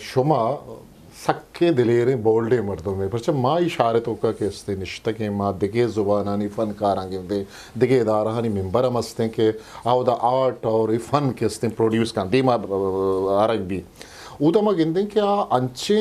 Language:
Eastern Balochi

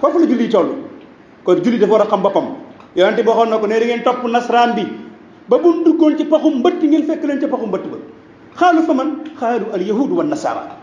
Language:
Wolof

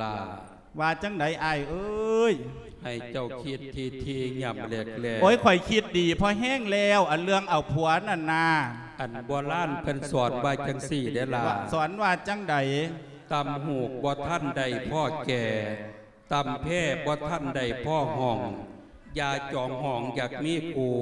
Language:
Lao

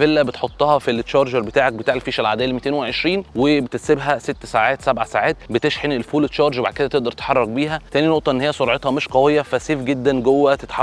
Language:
Egyptian Arabic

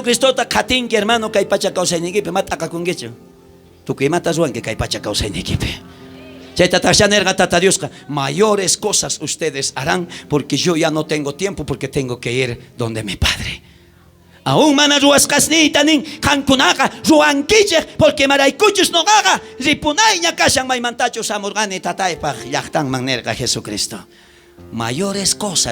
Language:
South Bolivian Quechua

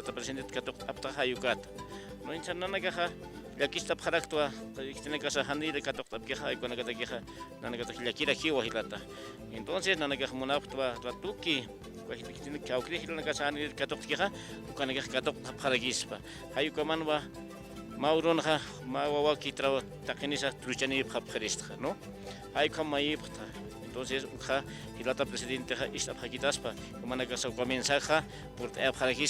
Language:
Aymara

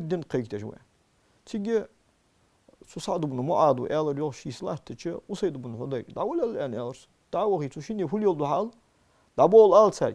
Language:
Ingush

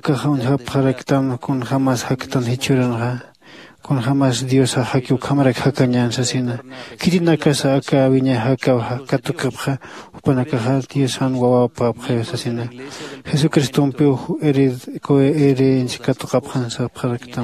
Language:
Aymara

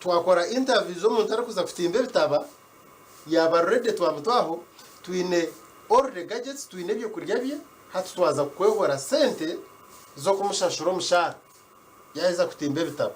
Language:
Nyankole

